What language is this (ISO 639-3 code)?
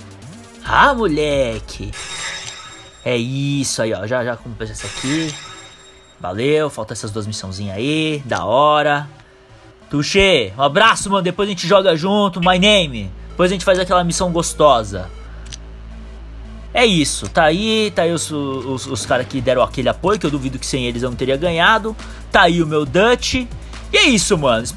por